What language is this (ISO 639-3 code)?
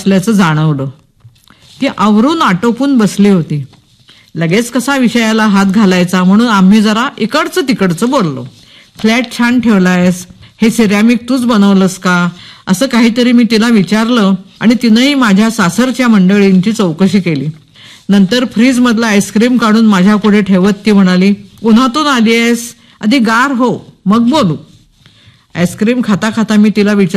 mar